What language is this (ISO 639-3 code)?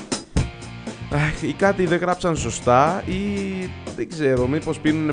ell